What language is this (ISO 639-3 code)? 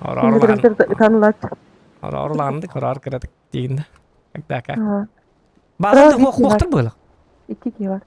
sah